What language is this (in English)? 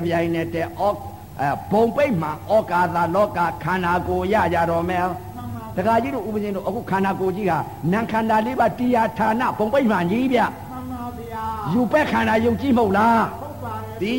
Burmese